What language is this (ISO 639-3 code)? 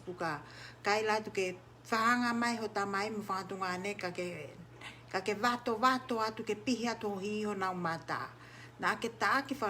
ton